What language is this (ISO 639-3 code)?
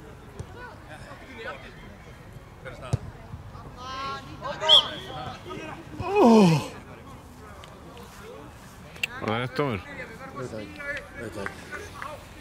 isl